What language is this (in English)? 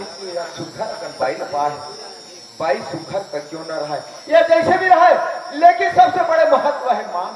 Chhattisgarhi